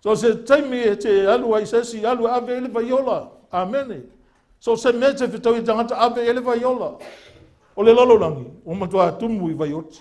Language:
Samoan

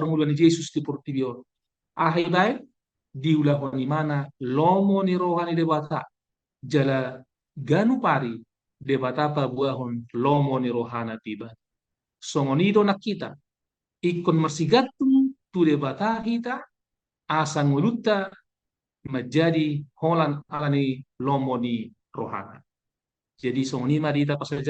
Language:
Batak Toba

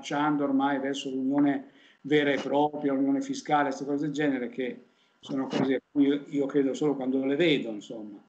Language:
Italian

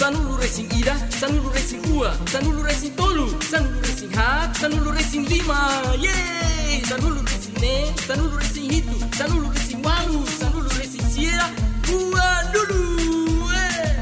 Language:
Tetum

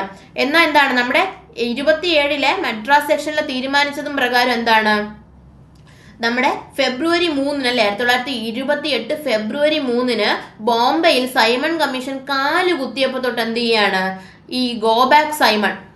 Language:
Malayalam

